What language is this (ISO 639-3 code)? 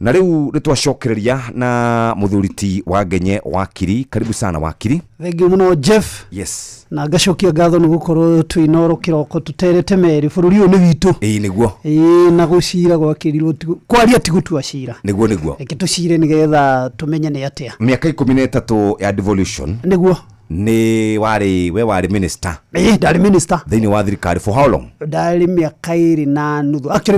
kik